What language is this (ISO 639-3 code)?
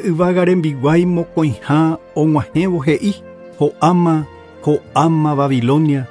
grn